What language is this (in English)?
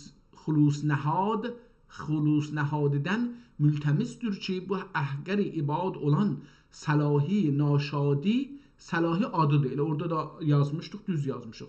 South Azerbaijani